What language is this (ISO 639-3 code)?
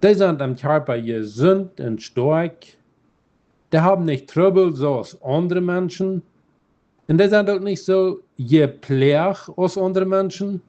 pdt